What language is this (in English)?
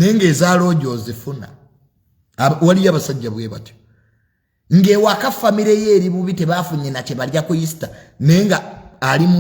Ganda